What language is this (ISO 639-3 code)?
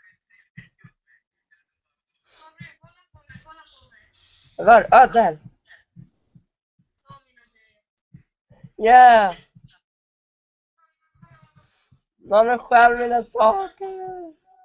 swe